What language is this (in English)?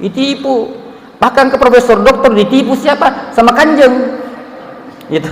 Buginese